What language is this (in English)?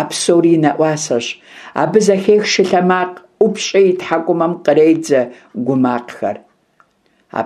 Kabardian